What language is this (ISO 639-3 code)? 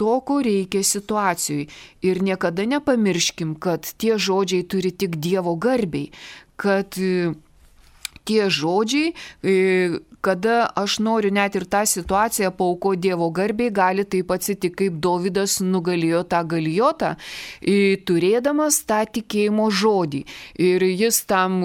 lit